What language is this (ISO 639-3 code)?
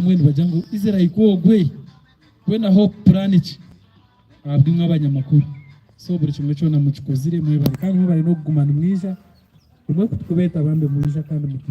nyn